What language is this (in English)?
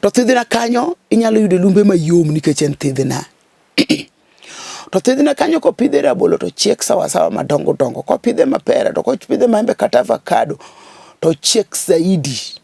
Luo (Kenya and Tanzania)